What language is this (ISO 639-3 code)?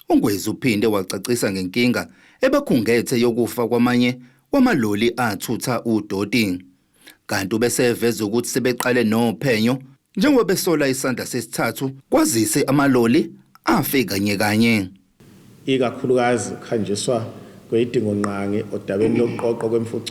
zul